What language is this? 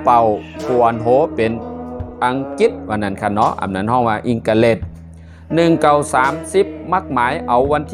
Shan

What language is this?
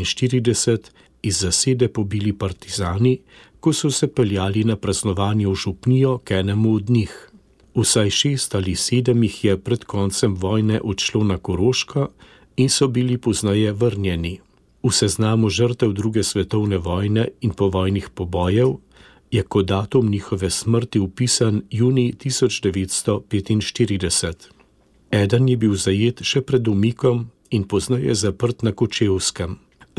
Slovenian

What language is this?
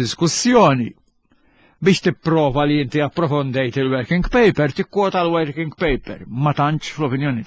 Maltese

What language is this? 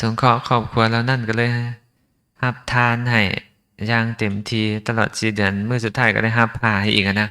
Lao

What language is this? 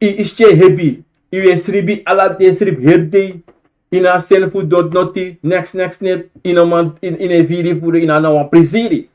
Sranan Tongo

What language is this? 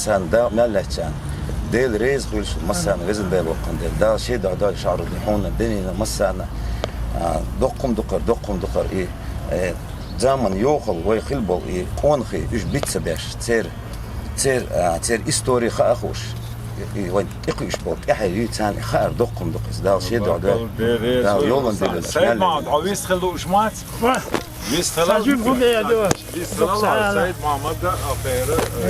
Chechen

